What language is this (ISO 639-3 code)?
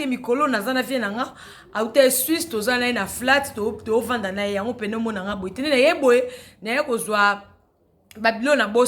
lin